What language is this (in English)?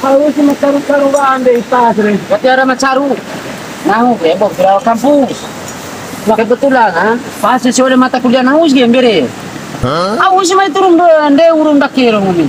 Bima